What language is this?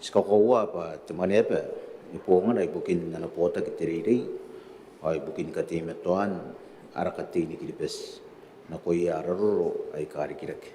Gilbertese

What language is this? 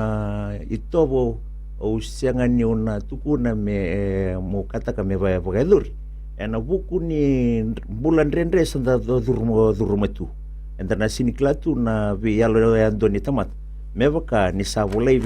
Fijian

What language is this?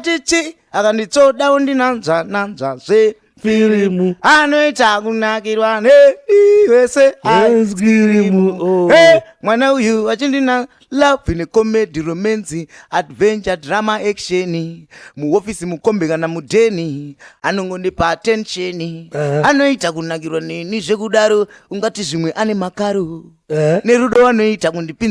Shona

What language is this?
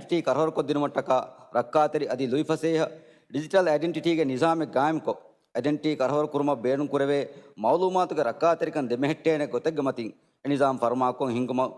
Divehi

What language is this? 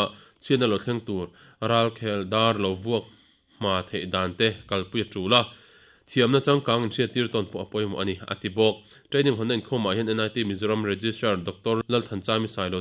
Mizo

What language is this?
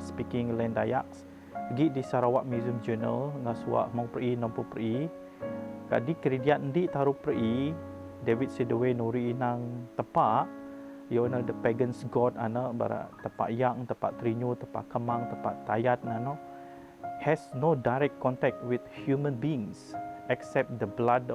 Biatah Bidayuh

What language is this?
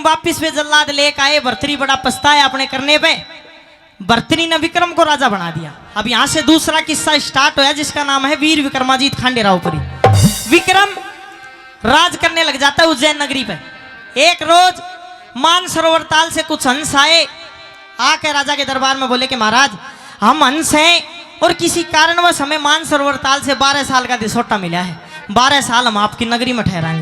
Haryanvi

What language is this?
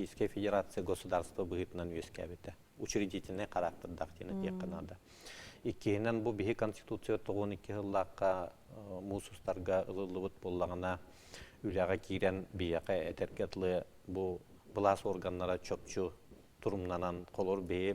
Yakut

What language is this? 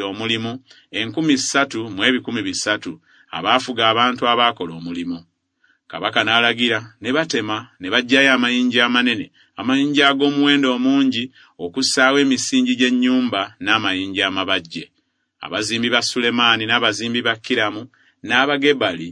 Ganda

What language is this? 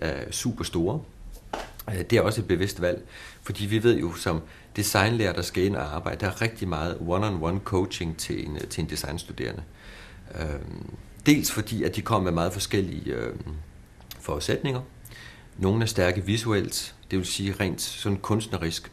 Danish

